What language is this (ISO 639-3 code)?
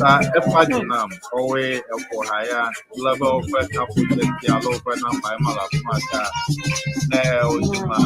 ewe